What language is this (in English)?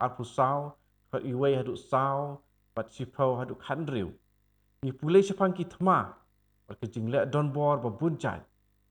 Khasi